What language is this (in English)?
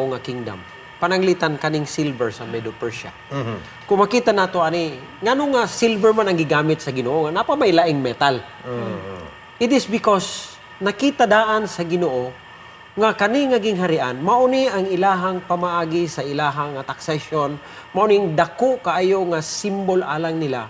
Cebuano